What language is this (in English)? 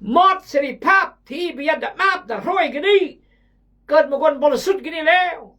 Khmu